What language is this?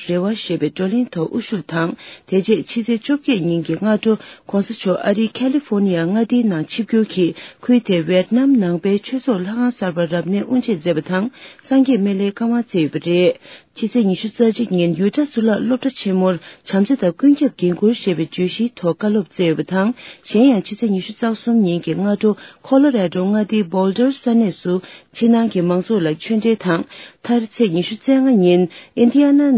Tibetan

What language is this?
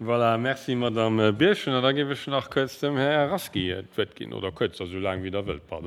Luxembourgish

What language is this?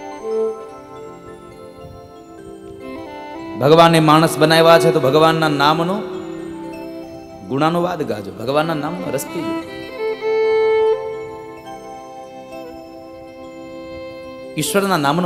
Gujarati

